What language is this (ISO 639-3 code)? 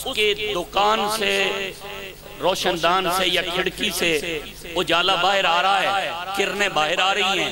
urd